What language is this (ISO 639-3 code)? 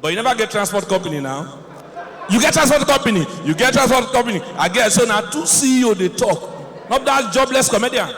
pcm